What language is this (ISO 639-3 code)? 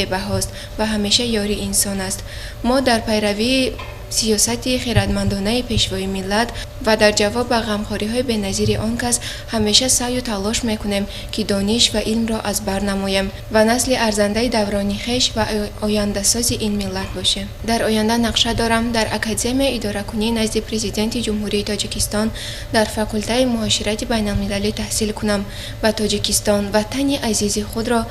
tgk